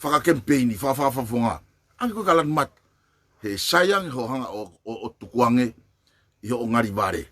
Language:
Tongan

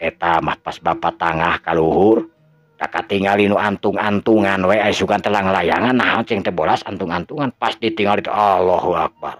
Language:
Sundanese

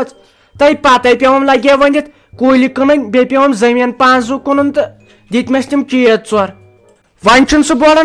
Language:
Kashmiri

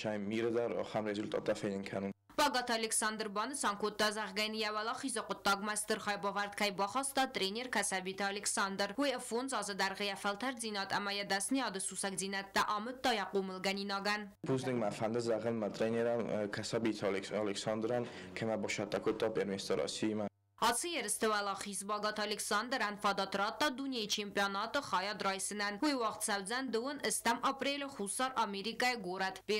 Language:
Ossetic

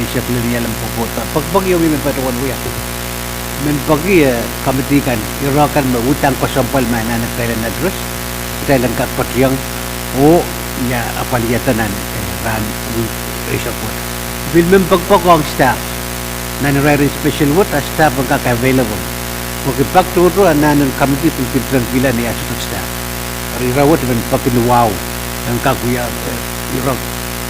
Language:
Pohnpeian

